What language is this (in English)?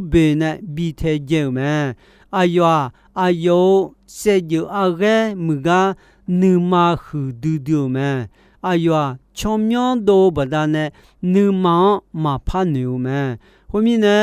Akha